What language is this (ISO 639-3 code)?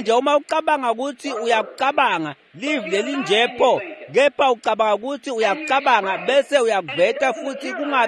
ssw